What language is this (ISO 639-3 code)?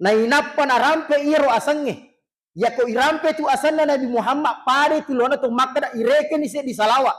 bug